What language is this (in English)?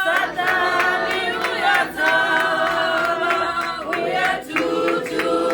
Tswana